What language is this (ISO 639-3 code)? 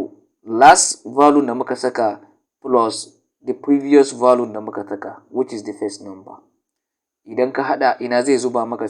hau